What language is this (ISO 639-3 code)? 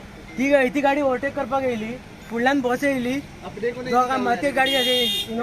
kok